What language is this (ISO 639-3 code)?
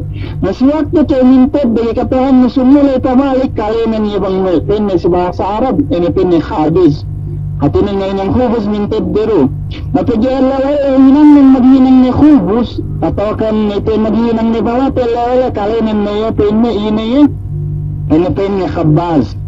yka